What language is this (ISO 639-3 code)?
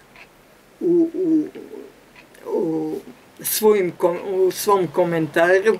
hrv